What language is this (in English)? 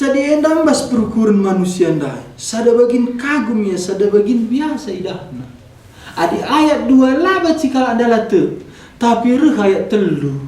Batak Karo